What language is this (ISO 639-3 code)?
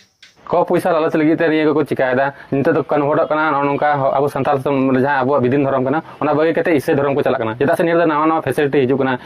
sat